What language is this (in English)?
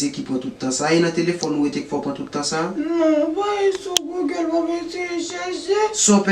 Haitian Creole